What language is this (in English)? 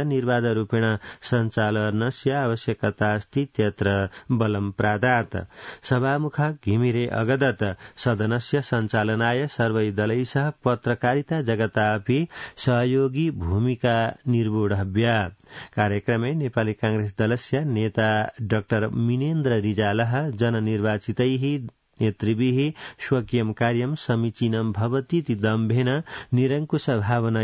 Sanskrit